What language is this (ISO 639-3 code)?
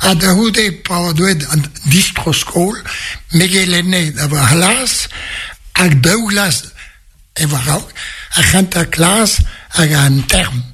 bre